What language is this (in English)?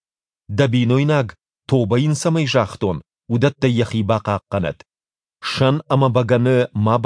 Ossetic